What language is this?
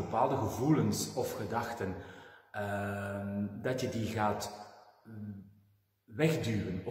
Dutch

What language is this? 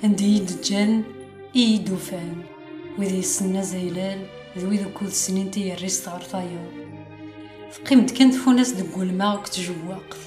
Kabyle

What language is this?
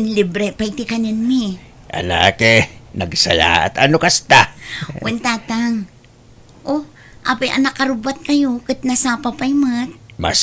Iloko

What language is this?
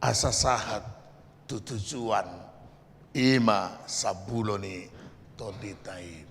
Batak Toba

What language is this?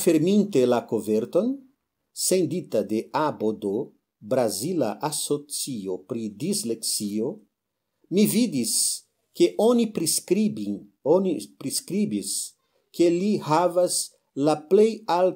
Esperanto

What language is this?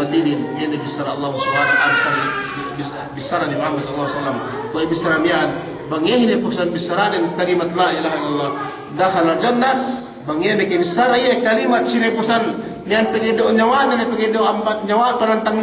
Yakan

